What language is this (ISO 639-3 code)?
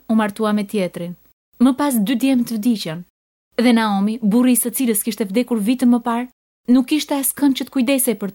sqi